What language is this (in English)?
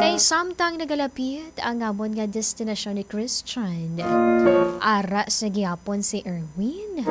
Hiligaynon